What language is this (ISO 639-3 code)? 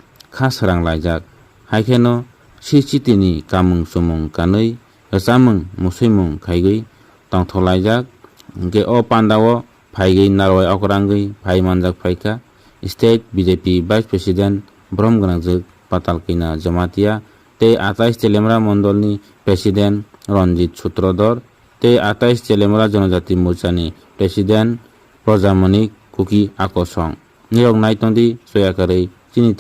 trp